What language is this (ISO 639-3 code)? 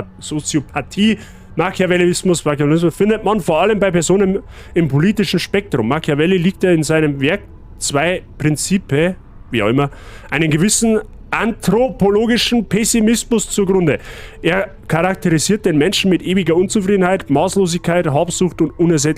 bar